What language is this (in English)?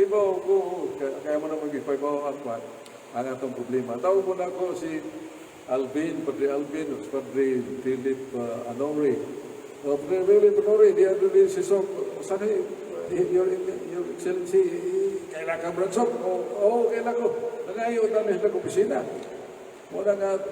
Cebuano